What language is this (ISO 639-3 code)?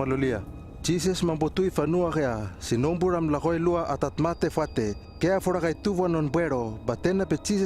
lml